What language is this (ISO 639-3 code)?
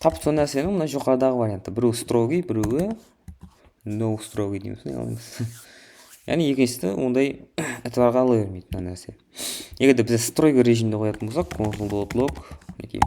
kaa